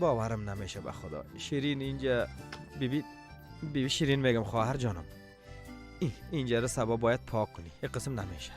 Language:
Persian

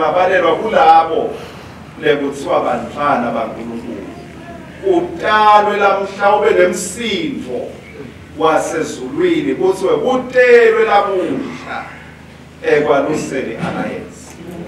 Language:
Swati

